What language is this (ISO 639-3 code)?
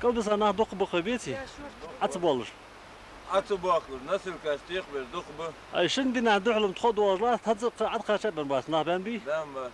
inh